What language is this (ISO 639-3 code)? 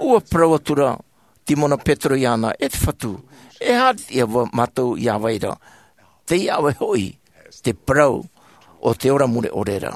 tah